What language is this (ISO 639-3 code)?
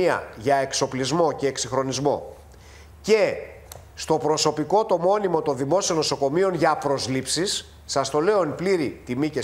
ell